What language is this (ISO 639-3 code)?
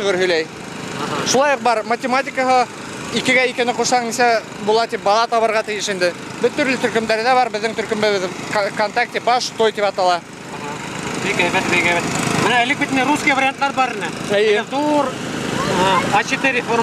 bak